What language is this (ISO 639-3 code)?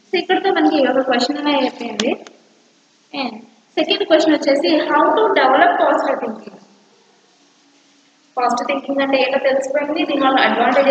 tel